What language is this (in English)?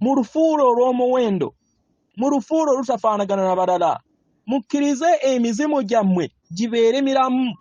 Ganda